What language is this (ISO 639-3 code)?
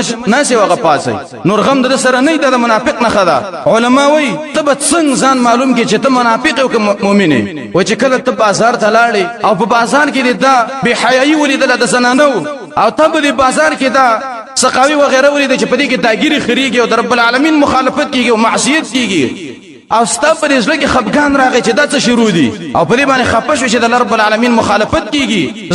pus